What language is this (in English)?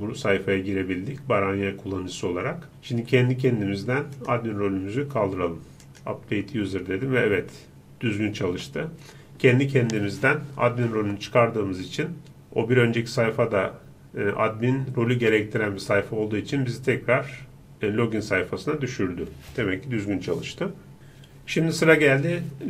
Turkish